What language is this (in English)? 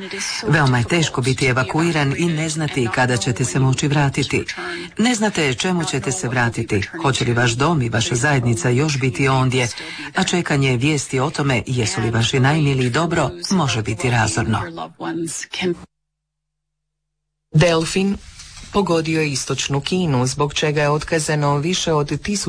Croatian